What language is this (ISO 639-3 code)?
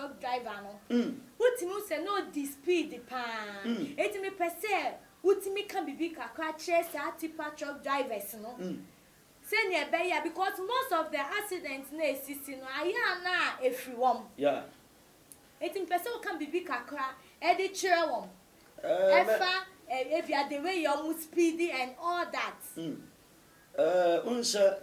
aka